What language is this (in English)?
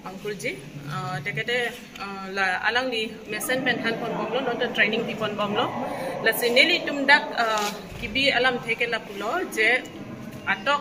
Karbi